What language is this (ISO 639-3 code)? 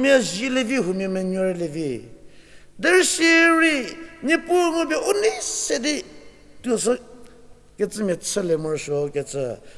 njm